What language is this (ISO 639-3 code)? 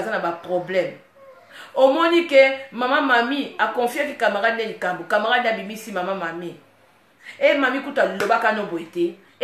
lin